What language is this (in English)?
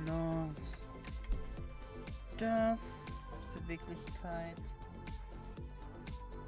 German